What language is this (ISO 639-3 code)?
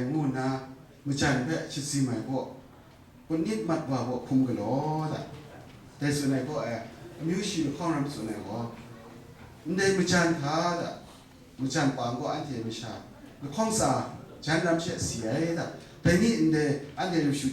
kac